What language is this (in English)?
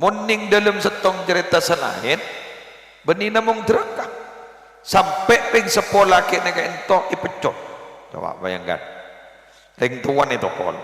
Madurese